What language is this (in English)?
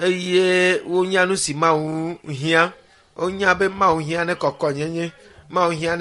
Ewe